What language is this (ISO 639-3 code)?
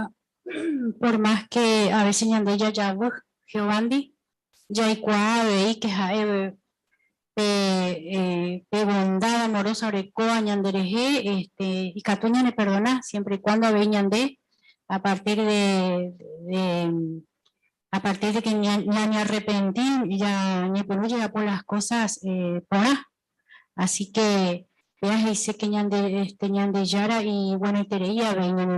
grn